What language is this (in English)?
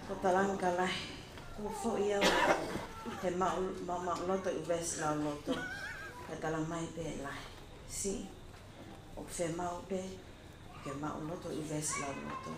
Tongan